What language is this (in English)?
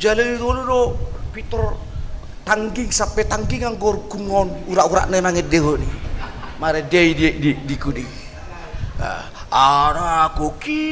Batak Toba